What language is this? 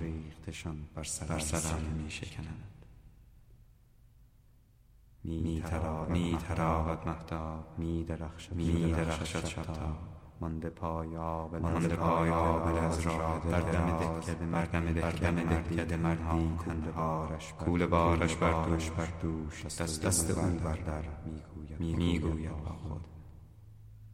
Persian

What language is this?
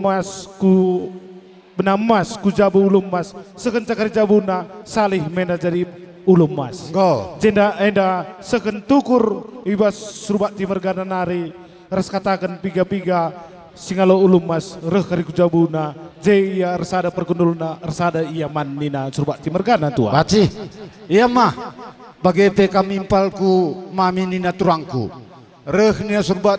Batak Karo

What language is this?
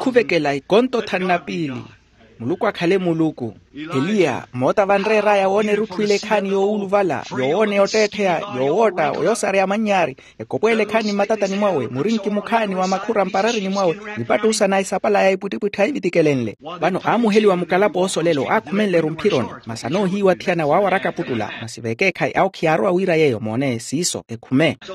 Makhuwa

